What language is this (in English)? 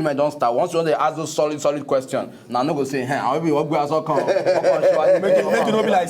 Nigerian Pidgin